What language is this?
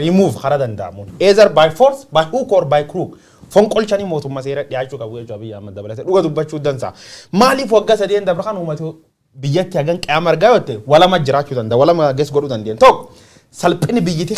Oromo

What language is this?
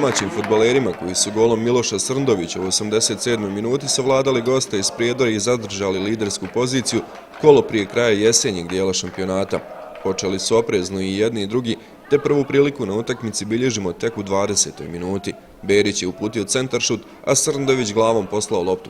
Bosnian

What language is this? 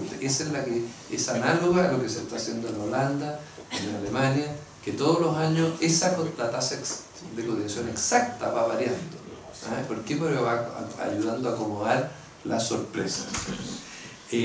Spanish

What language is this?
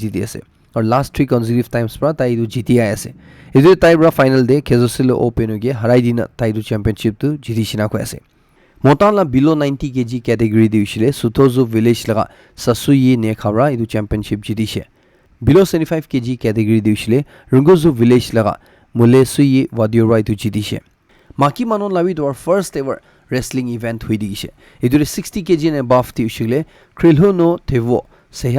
Naga Pidgin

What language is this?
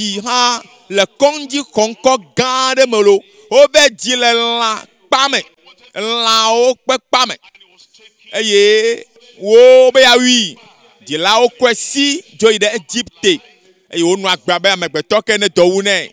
Ewe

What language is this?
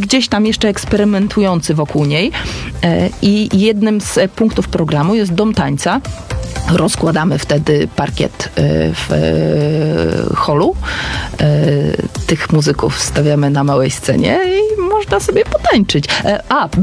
Polish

